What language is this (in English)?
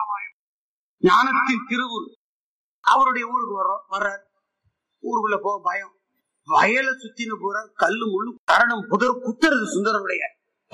Tamil